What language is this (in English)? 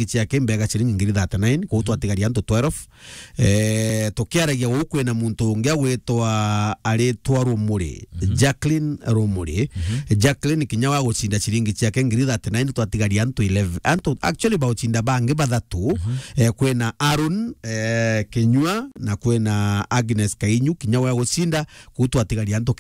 Meru